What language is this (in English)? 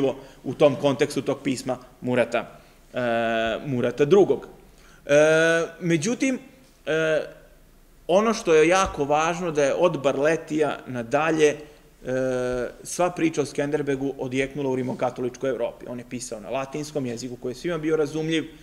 Serbian